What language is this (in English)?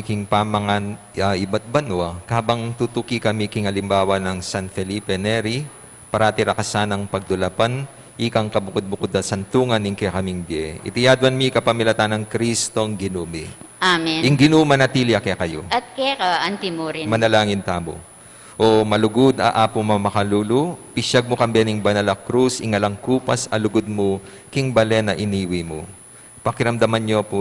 Pampanga